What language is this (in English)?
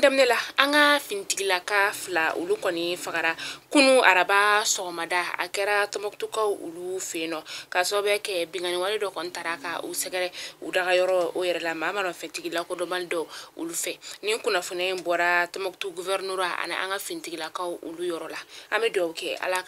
Bambara